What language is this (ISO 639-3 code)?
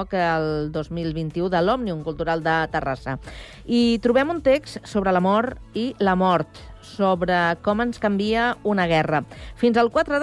cat